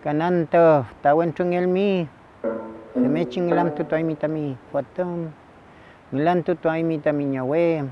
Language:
Mapuche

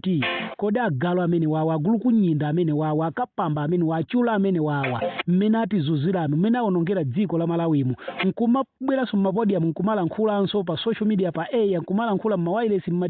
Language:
Nyanja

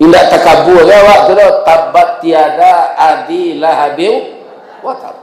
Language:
Minangkabau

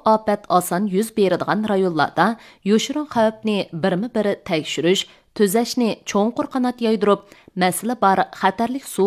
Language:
Uyghur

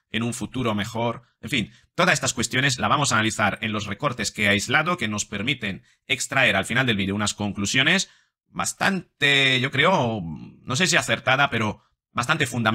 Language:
Spanish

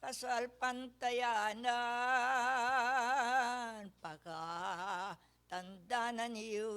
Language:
Pampanga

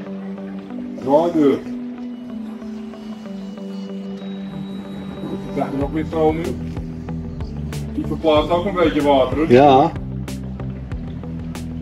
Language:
Dutch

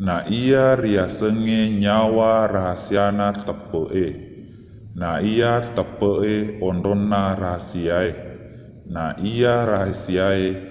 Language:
Buginese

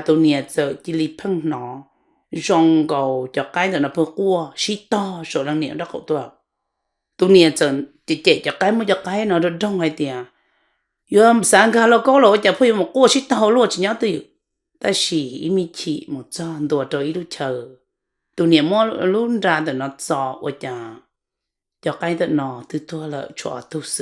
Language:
Hmong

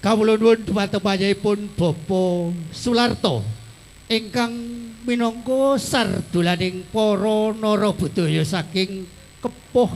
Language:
Javanese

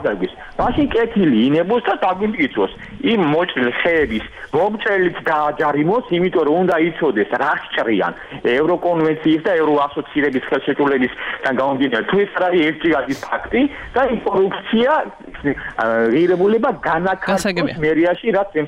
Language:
Georgian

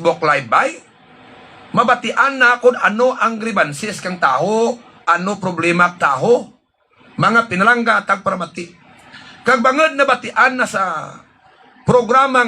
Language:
Hiligaynon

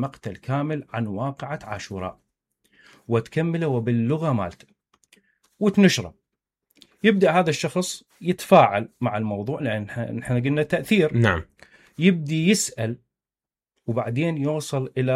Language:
Mesopotamian Arabic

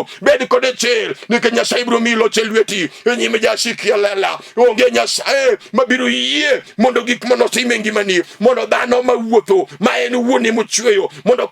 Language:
Luo (Kenya and Tanzania)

